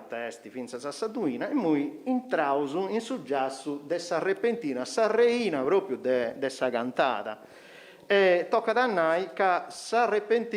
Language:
Sardinian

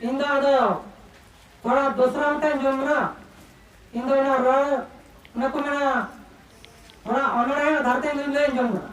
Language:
Santali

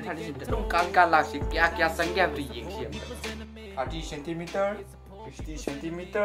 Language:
Manipuri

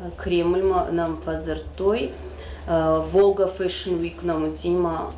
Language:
Ossetic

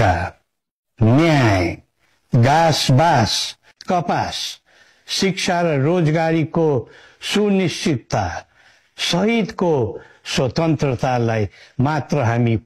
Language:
Nepali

